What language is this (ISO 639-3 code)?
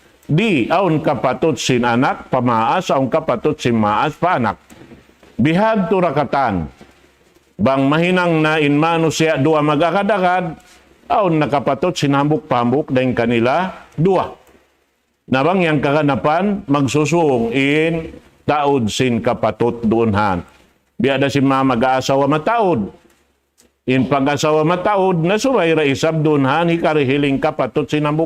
tsg